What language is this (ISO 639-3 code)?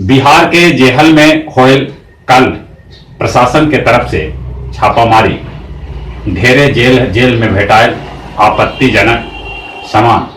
mag